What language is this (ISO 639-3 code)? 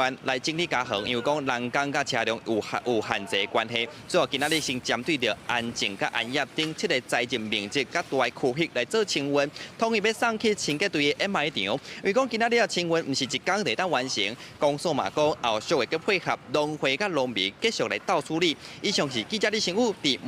nan